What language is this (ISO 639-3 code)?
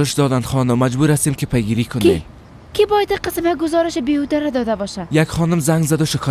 fas